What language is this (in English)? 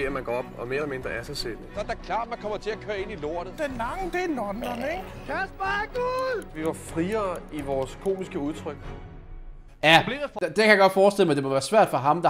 Danish